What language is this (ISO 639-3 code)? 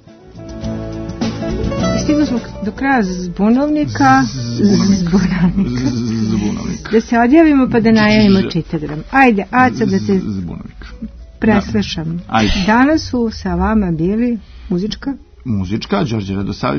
srp